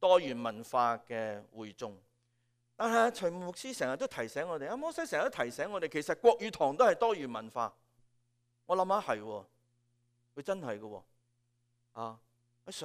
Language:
Cantonese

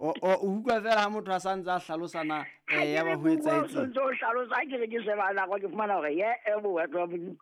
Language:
Southern Sotho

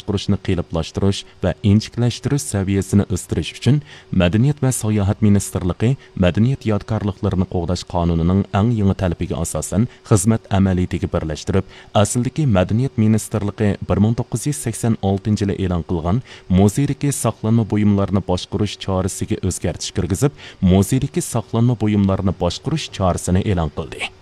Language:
Uyghur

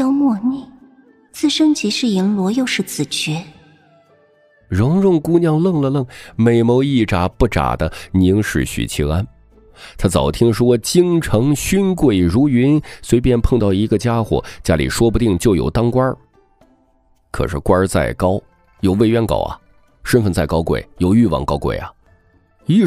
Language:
Chinese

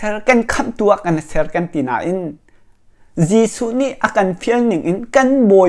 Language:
Hakha Chin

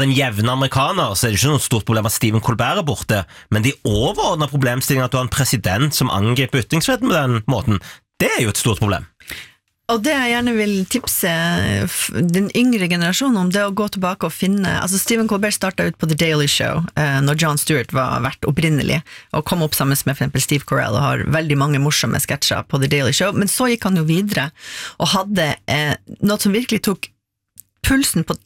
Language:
Norwegian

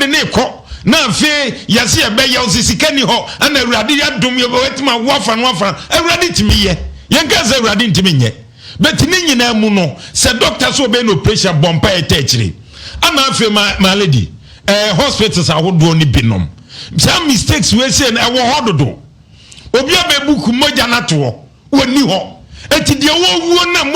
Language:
Akan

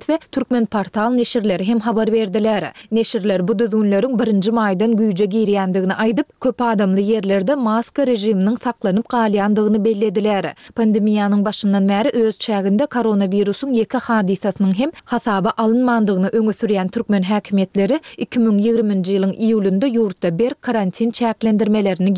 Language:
Turkmen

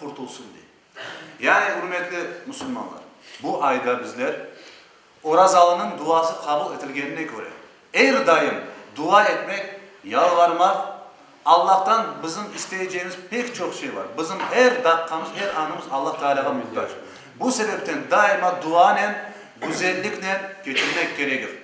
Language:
Crimean Tatar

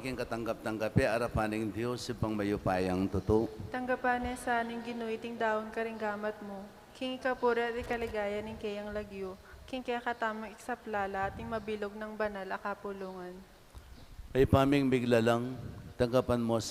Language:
Pampanga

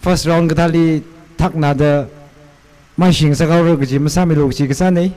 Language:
Tangkhul Naga (India)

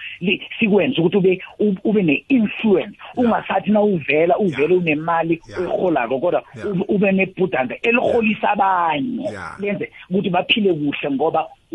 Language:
South Ndebele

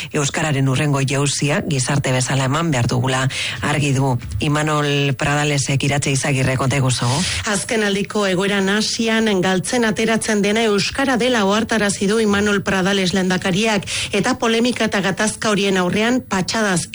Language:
Basque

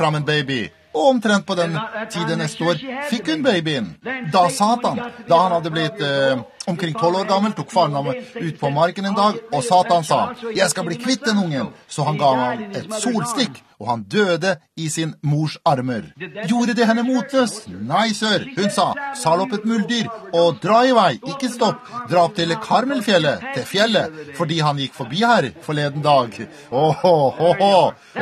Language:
Norwegian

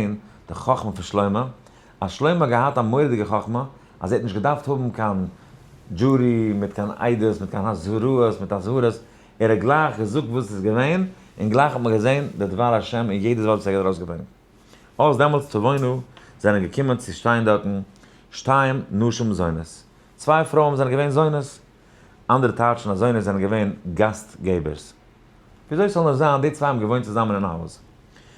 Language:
Yiddish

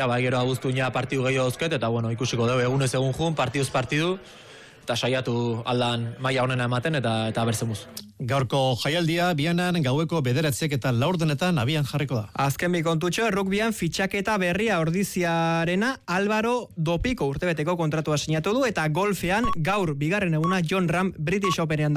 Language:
Basque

